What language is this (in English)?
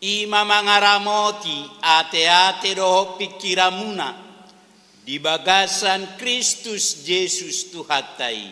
Batak Toba